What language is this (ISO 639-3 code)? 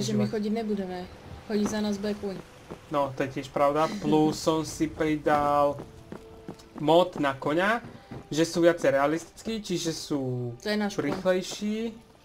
slk